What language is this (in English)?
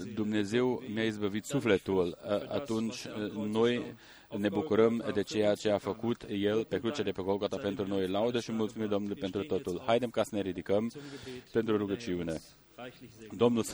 Romanian